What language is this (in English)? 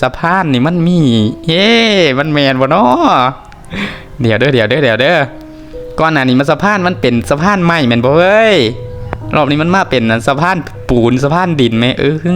Lao